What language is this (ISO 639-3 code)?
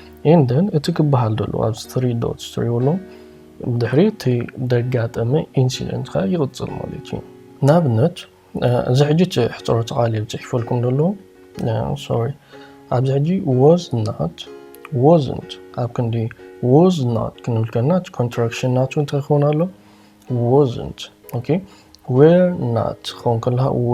tir